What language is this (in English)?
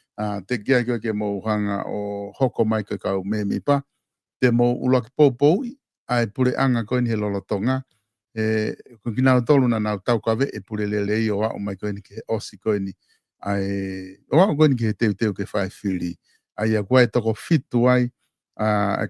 Tongan